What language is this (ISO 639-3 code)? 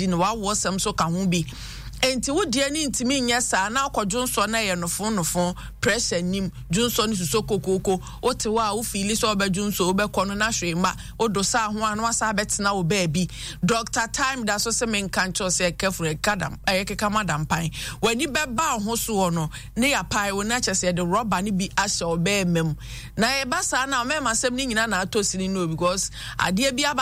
aka